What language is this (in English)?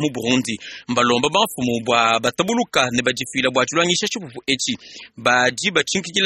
Luba-Lulua